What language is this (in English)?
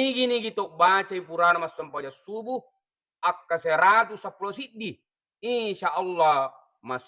Buginese